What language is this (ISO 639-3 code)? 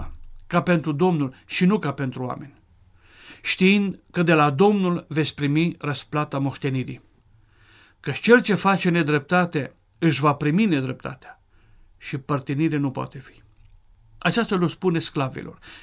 ron